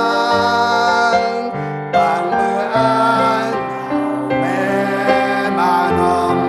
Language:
Central Mnong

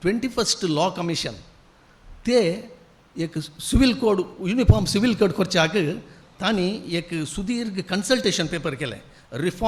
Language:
Konkani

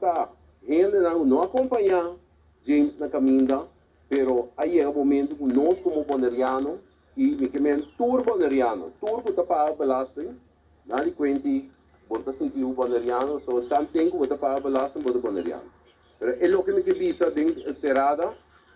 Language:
Papiamento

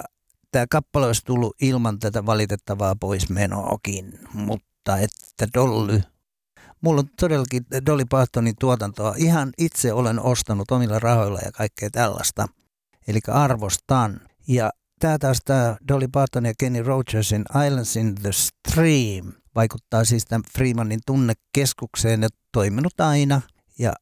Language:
Finnish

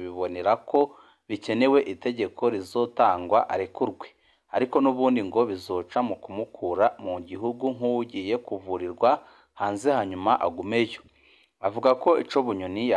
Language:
Rundi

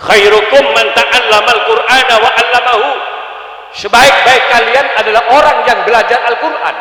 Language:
Madurese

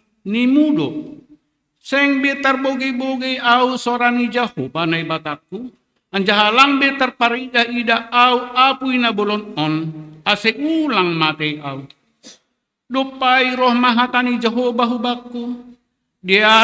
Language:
Batak Simalungun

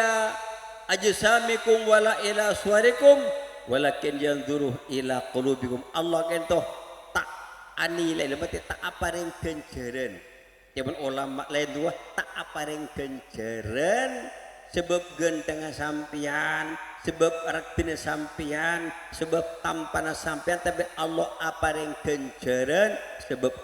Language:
Madurese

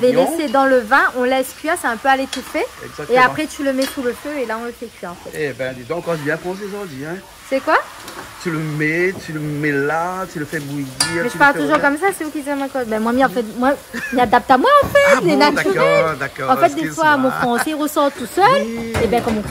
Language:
Réunion Creole French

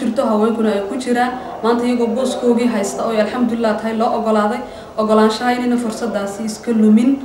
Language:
Somali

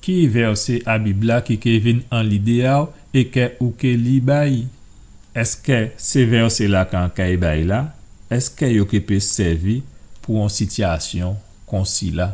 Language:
Guadeloupean Creole French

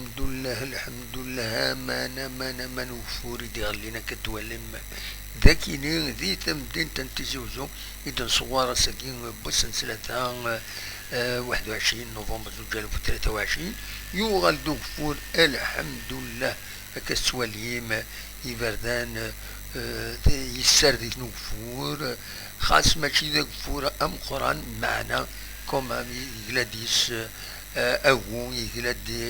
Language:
Kabyle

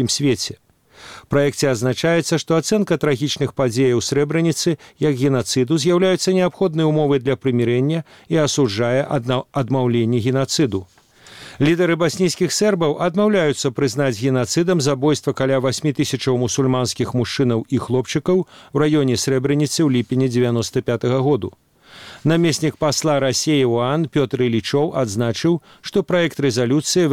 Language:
Belarusian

